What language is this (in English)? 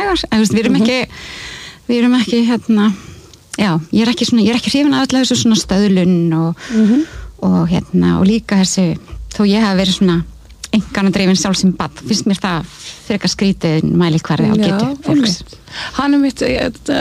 Icelandic